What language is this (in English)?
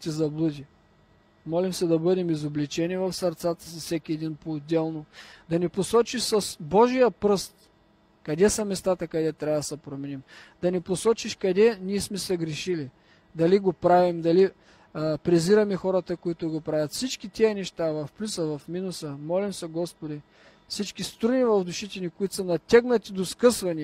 Bulgarian